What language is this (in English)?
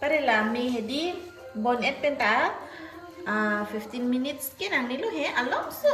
Karbi